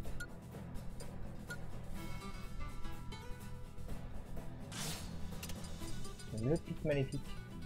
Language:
French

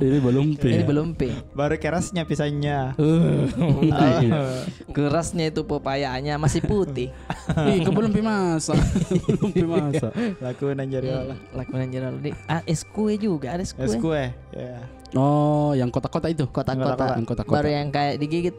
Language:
Makassar Malay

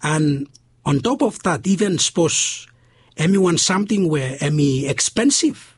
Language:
Bislama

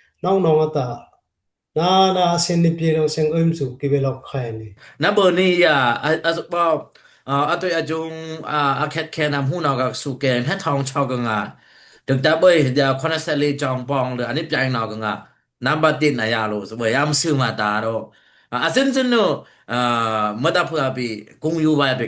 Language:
Dimasa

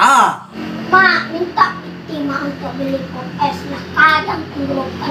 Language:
Minangkabau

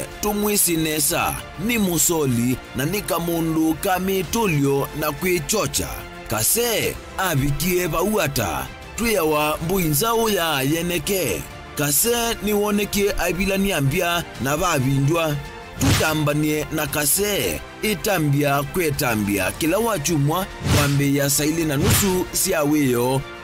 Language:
Kamba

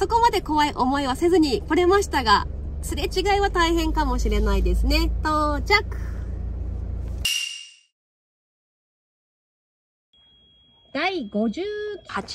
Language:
Japanese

